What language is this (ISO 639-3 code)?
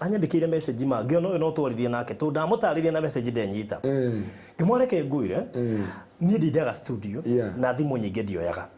kik